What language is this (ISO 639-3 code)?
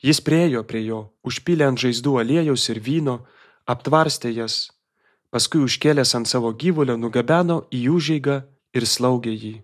lit